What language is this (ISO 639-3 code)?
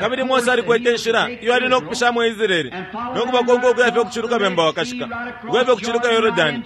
bem